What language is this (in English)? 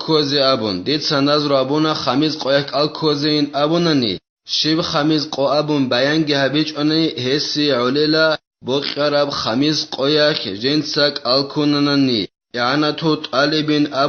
Avaric